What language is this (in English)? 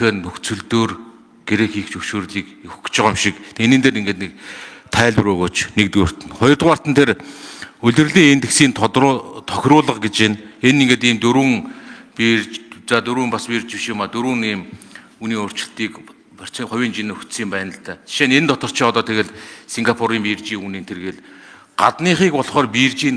Mongolian